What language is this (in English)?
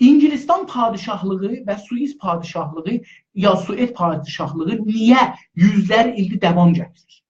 South Azerbaijani